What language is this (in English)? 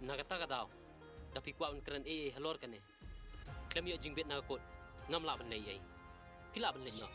Khasi